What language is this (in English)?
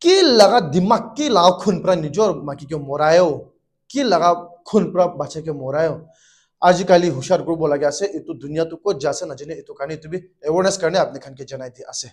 Naga Pidgin